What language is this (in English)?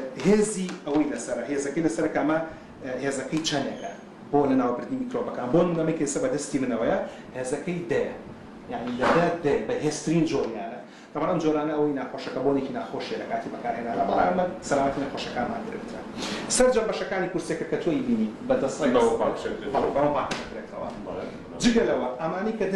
Central Kurdish